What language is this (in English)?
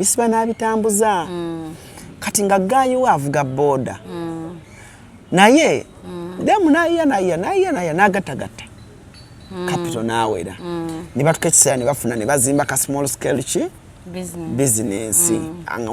Ganda